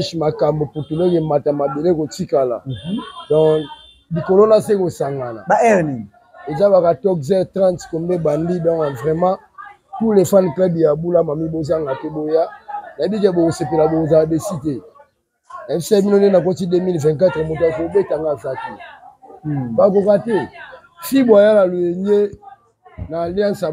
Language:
Lingala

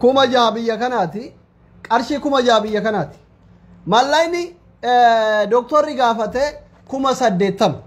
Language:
Oromo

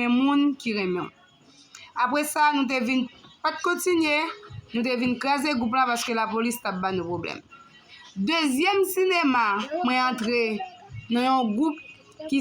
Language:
Haitian Creole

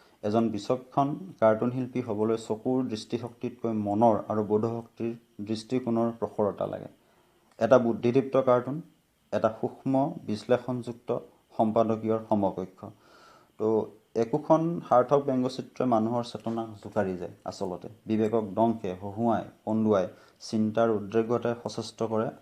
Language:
Assamese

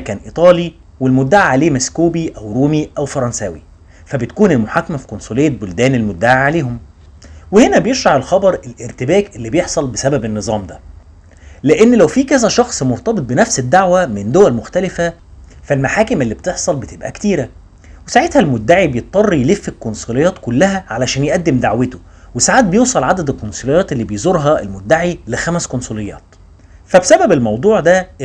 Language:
Egyptian Arabic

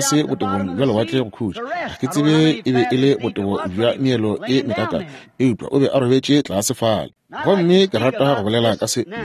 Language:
Northern Sotho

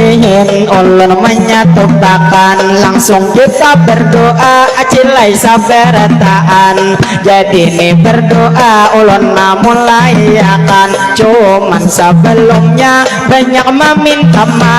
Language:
Banjar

